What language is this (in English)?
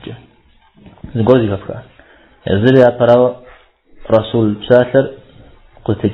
Kabardian